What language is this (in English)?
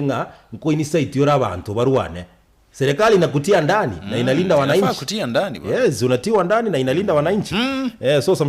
Gusii